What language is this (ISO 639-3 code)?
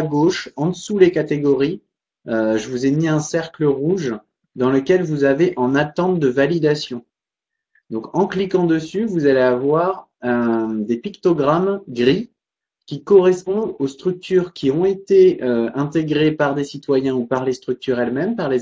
fra